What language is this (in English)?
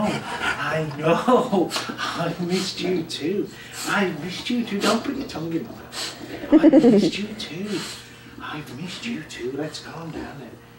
English